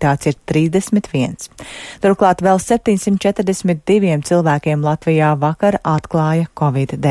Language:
Latvian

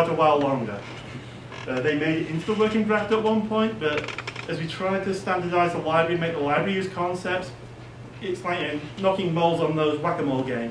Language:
English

